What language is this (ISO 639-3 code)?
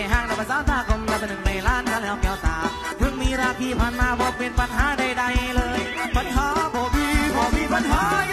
tha